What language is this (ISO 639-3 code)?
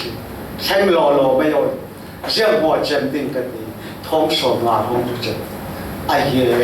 cfm